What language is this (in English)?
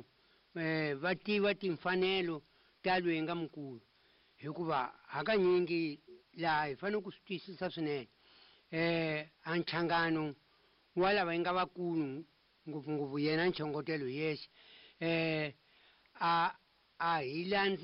Tsonga